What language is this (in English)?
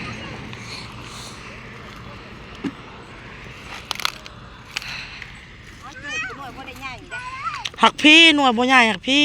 Northeastern Thai